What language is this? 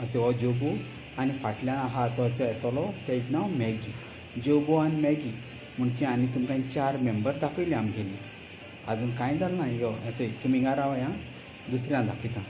Konkani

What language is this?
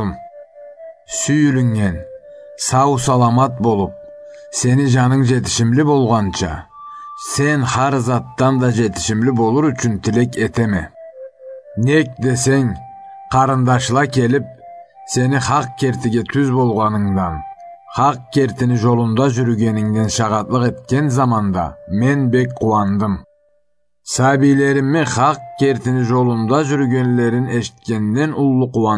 Karachay-Balkar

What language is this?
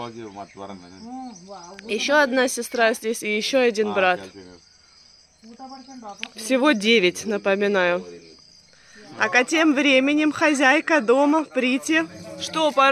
Russian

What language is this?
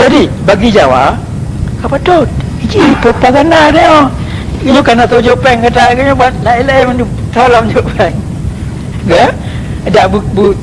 Achinese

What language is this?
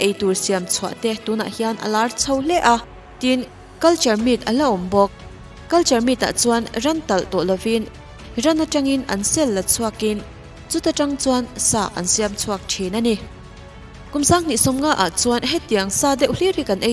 Mizo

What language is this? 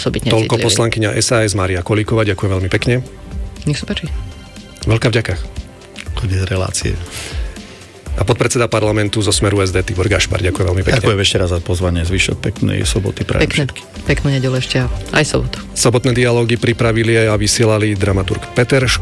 Slovak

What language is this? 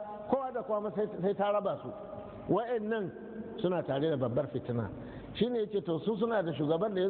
Hausa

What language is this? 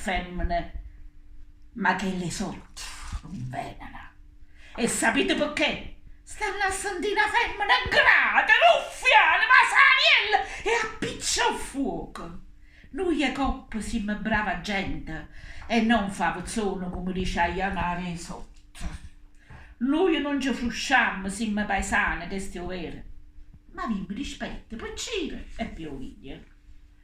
Neapolitan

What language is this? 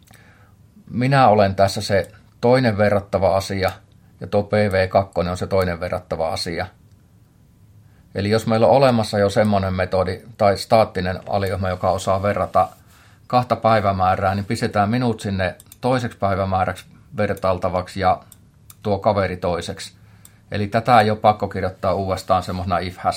Finnish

